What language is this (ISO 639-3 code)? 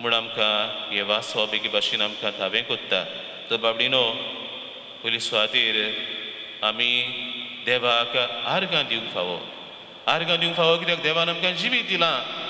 kok